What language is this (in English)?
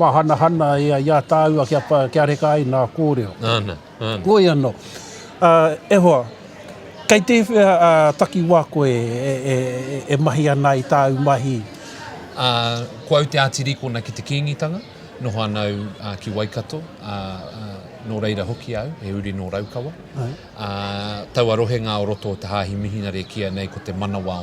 Māori